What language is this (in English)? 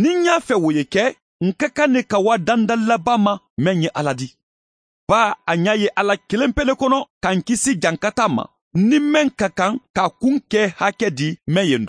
Mandingo